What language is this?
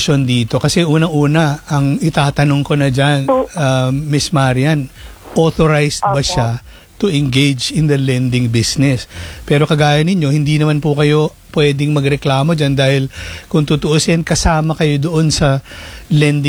Filipino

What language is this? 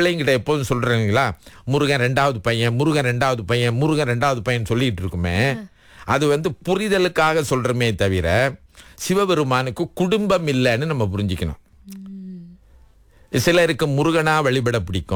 Tamil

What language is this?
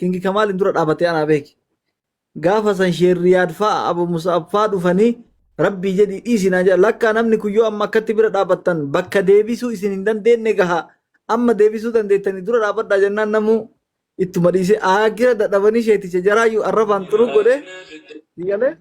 Oromo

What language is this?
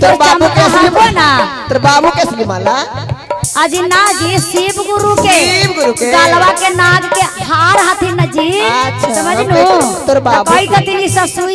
Magahi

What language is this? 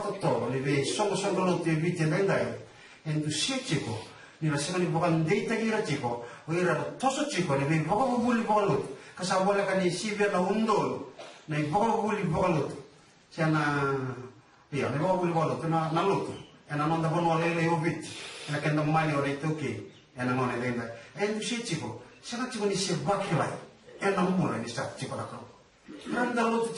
Fijian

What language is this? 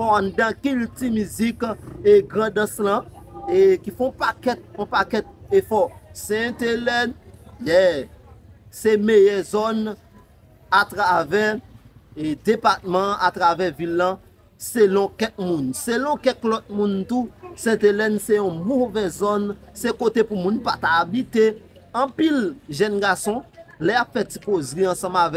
Haitian Creole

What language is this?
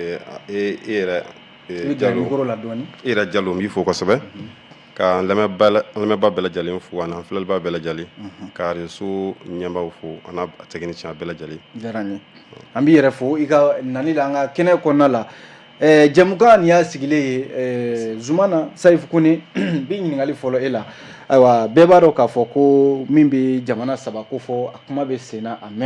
Bambara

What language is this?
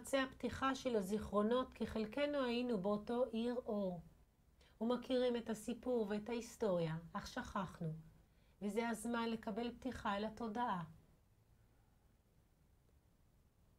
Hebrew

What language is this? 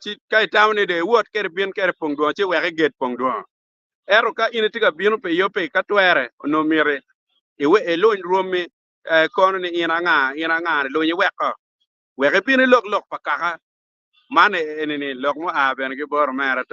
Acoli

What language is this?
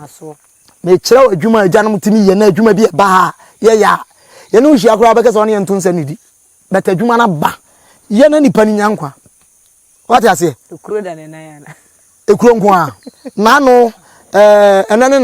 Akan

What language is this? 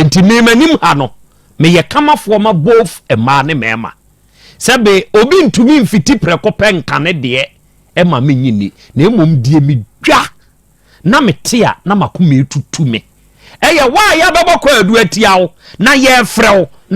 Akan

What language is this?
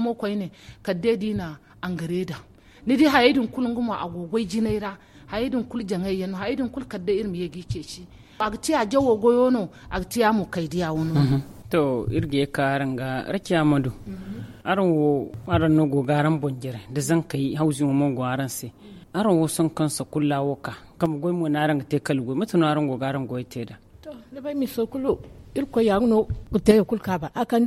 Zarma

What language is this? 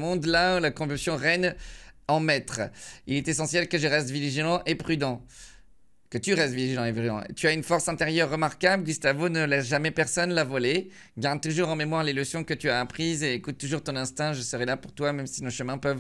French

